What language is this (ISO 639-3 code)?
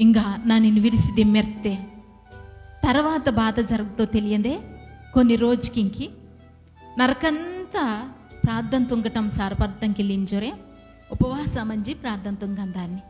kff